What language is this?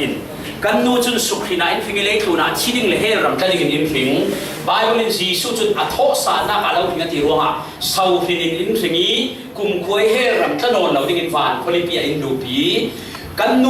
Falam Chin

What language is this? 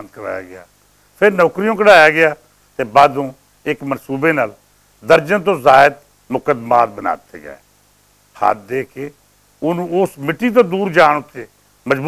Western Panjabi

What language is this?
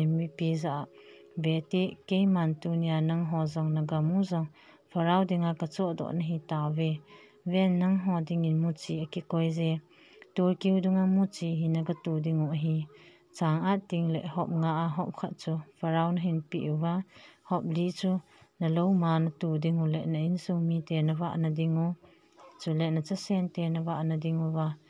Thado Chin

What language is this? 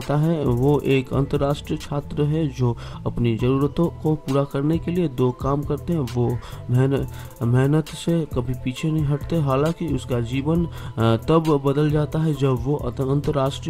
Hindi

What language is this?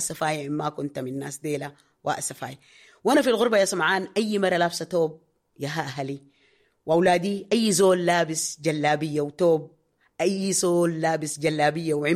Sudanese Arabic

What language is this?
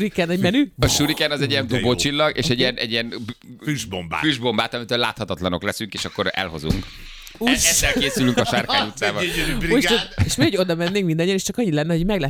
Hungarian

